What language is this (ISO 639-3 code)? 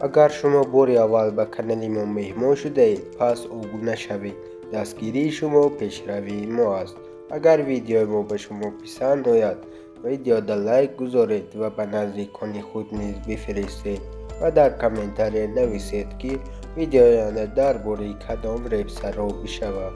tgk